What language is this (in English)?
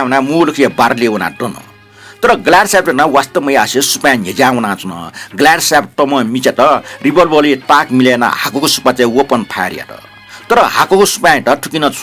Newari